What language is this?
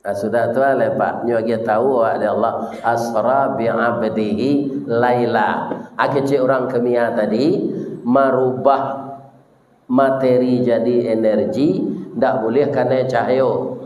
Minangkabau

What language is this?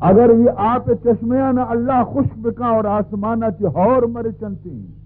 Baluchi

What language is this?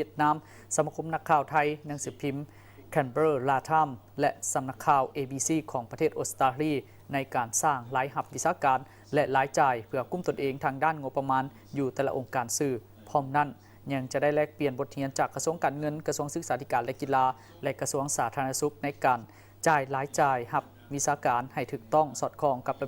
Lao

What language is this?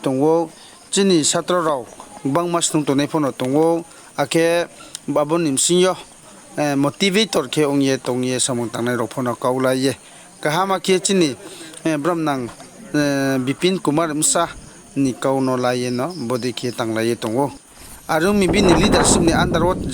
Riang (India)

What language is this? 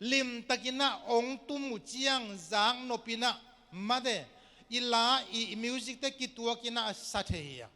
Tedim Chin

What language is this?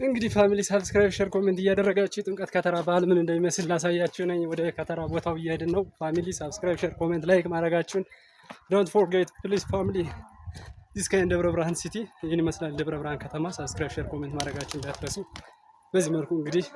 Amharic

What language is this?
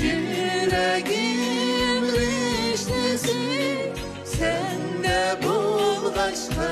Uyghur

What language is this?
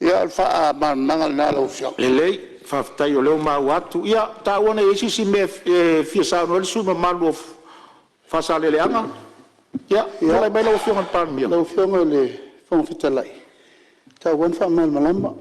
Samoan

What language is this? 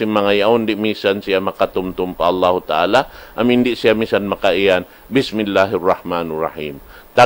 Tausug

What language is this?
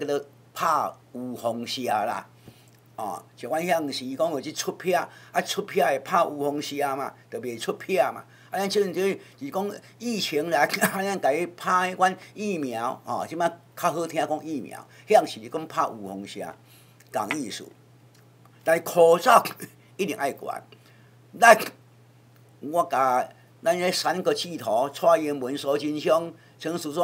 Min Nan Chinese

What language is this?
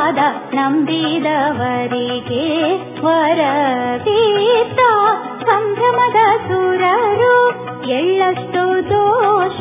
Kannada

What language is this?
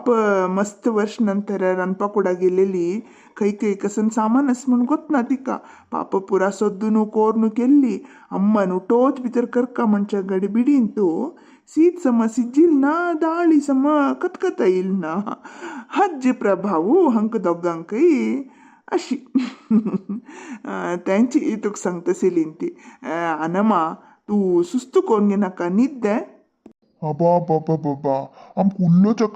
Konkani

